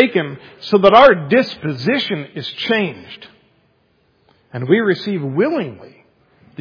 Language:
English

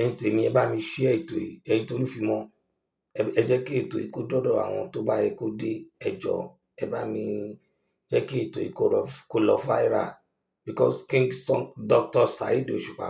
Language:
Yoruba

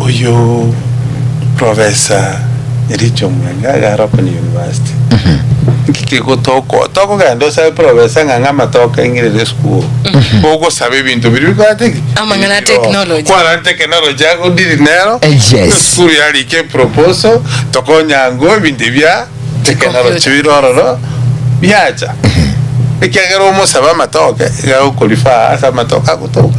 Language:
Gusii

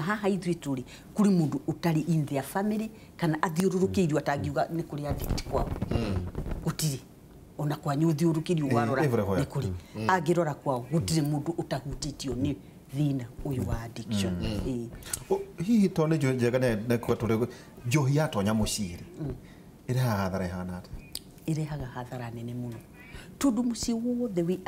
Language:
Kikuyu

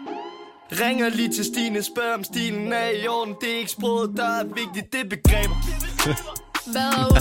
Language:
Danish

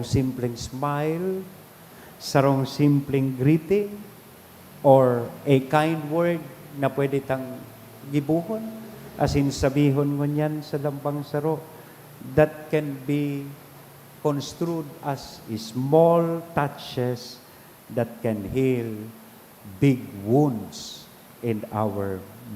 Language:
Bikol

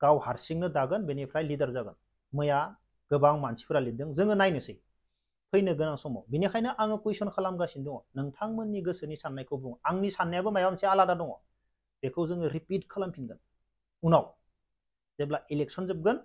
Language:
Bodo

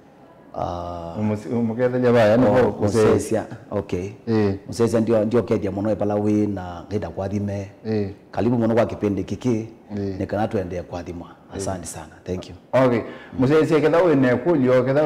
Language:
Kamba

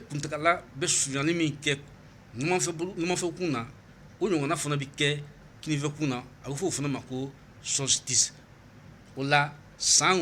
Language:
Bambara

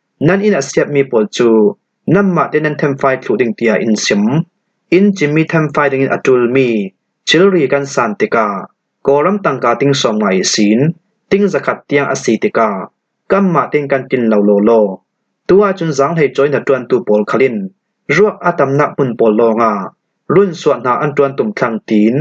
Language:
Falam Chin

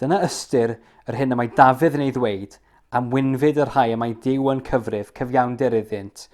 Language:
Welsh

